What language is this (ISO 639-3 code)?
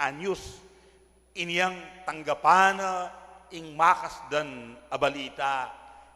pam